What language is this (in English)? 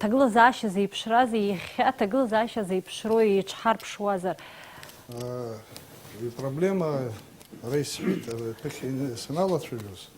Abkhazian